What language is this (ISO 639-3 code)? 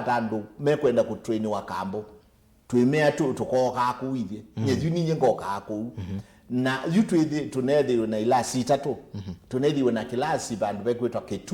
kam